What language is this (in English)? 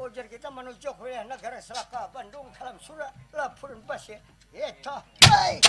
Banjar